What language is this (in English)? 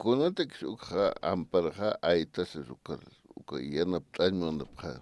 Aymara